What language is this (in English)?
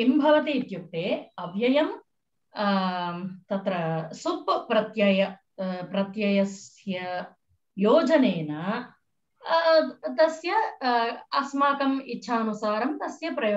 Sanskrit